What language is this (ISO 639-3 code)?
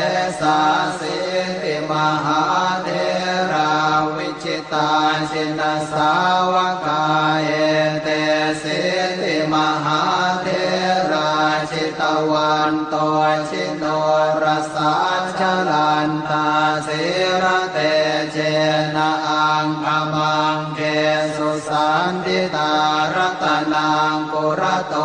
pli